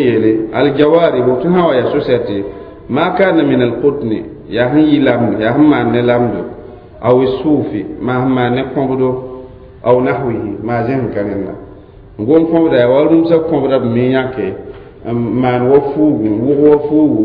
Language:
Mossi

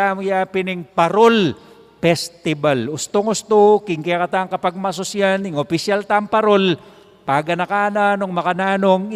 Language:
Pampanga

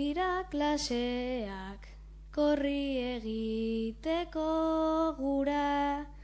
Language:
Basque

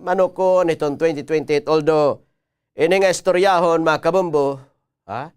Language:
Waray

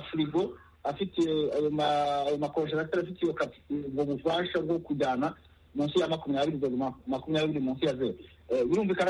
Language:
Kinyarwanda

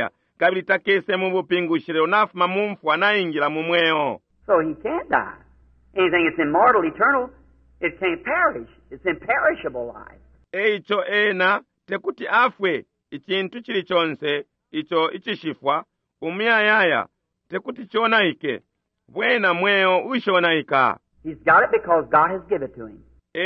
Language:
Bemba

